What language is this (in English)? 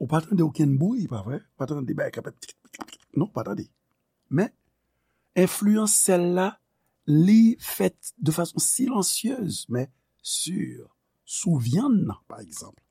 Haitian Creole